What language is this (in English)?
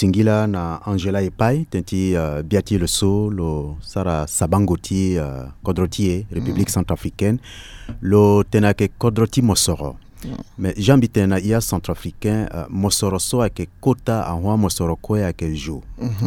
Sango